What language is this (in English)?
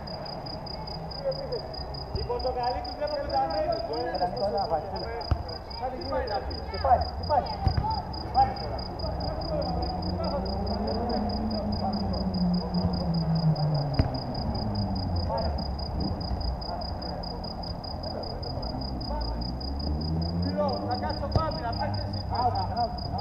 Greek